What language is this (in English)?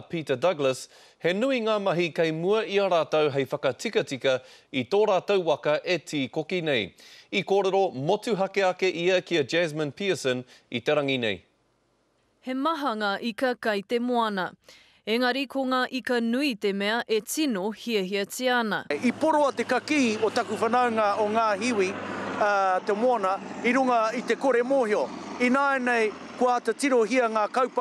Māori